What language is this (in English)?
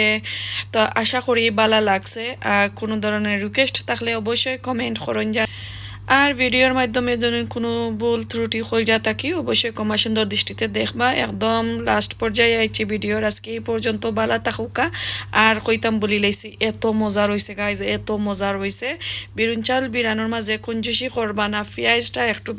Sylheti